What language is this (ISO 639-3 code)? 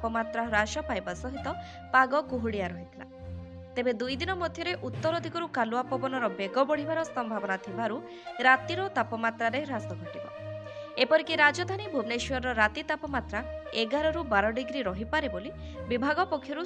ori